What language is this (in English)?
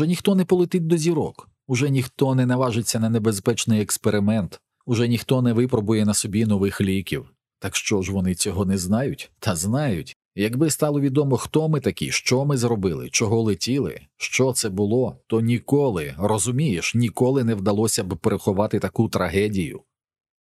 Ukrainian